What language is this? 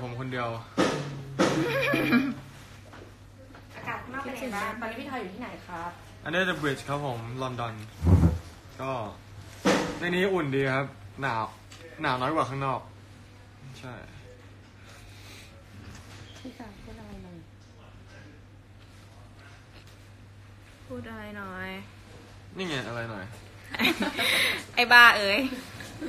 Thai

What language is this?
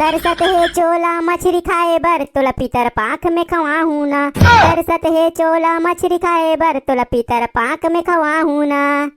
Chhattisgarhi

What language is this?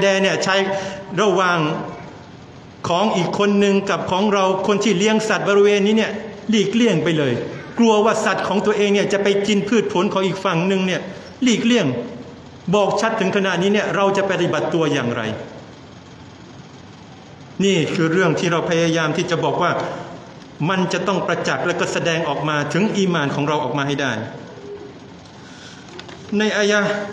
Thai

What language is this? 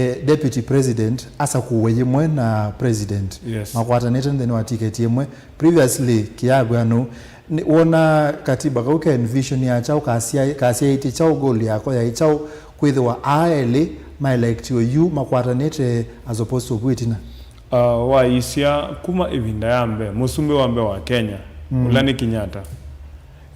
Kamba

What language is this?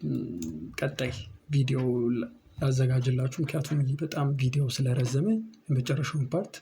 Amharic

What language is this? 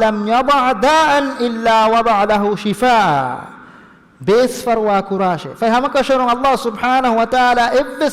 Divehi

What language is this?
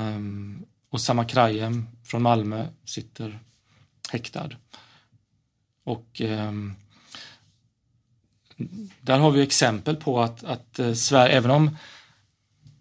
Swedish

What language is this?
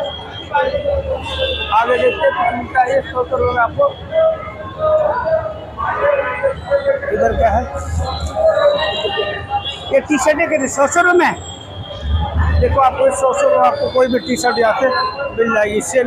Hindi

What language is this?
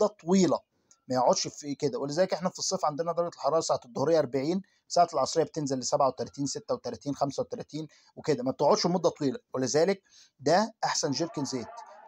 Egyptian Arabic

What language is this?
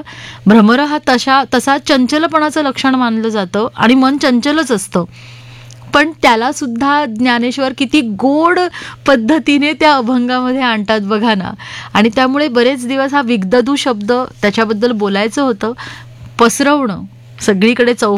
Marathi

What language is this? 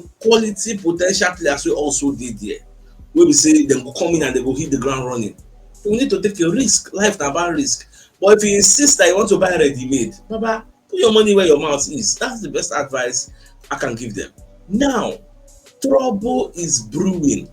Nigerian Pidgin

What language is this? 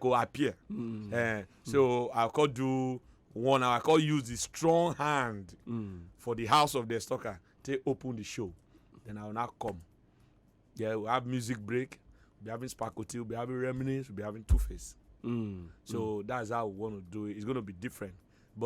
Nigerian Pidgin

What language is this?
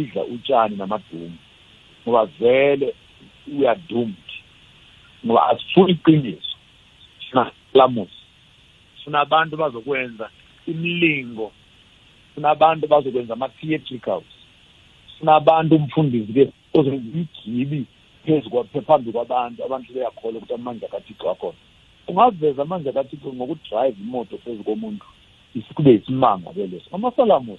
South Ndebele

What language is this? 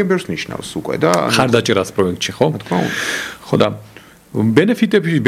Georgian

